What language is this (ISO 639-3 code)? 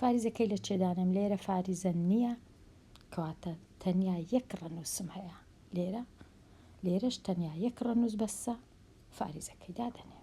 ckb